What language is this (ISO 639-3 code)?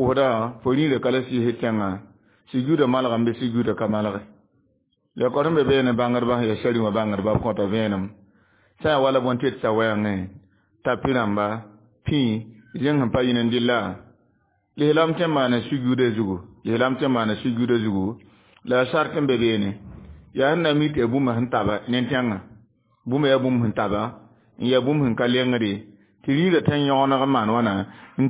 mos